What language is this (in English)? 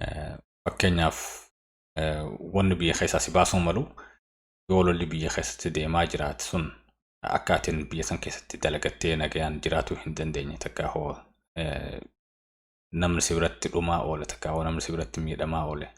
Oromo